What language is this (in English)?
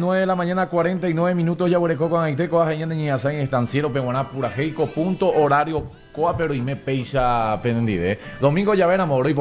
Guarani